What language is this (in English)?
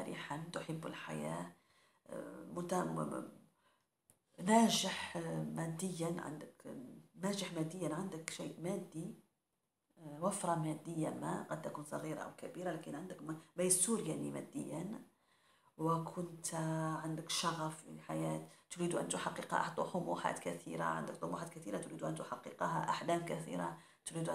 Arabic